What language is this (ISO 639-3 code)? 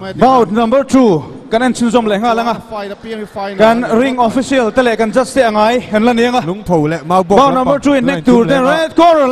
lus